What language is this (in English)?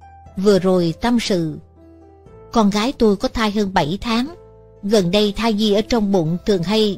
Vietnamese